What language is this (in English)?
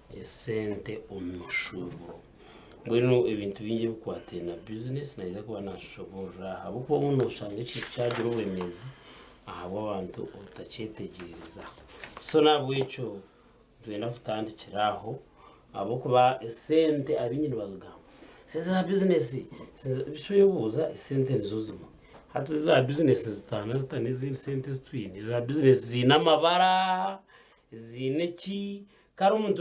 Nyankole